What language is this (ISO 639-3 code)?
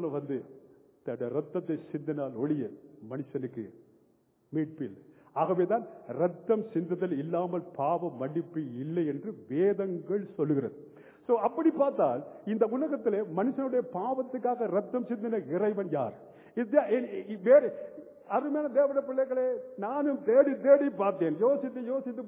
tam